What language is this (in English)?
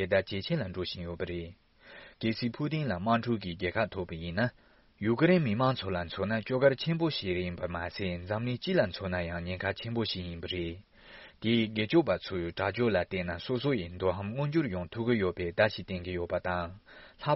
Tibetan